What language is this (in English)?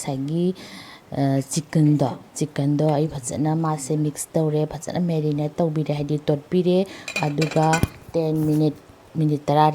Manipuri